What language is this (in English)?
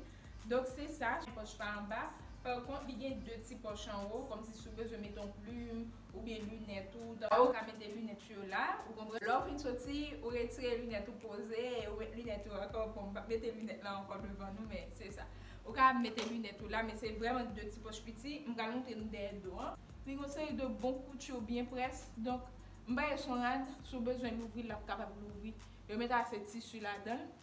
Haitian Creole